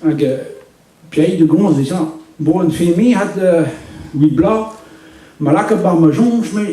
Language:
Breton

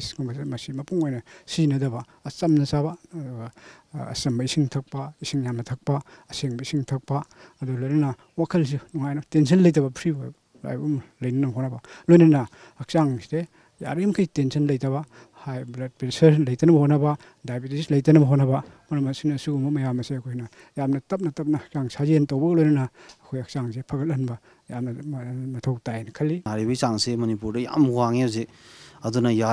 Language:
Manipuri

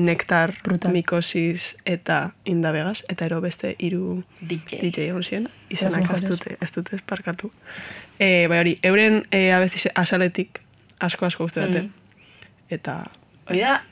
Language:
Basque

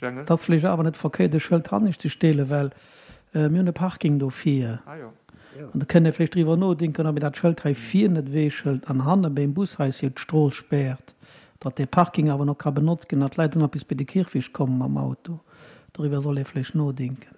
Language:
Luxembourgish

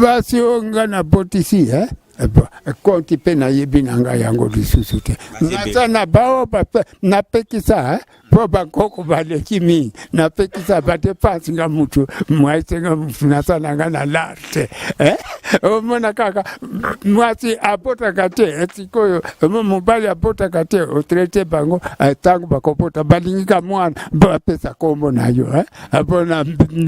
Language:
Lingala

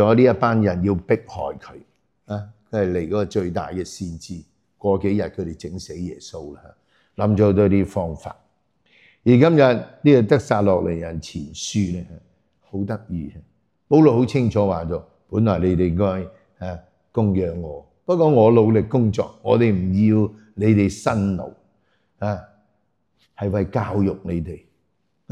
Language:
Cantonese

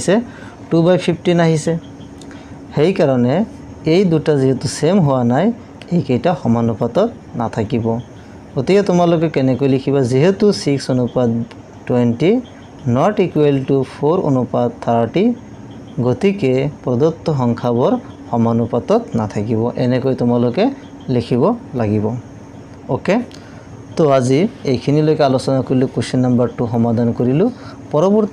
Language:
Assamese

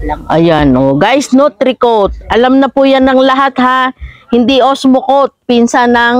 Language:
Filipino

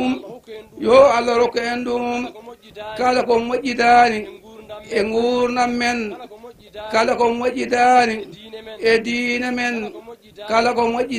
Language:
Fula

